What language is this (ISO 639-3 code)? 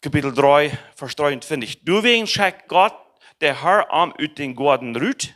pdt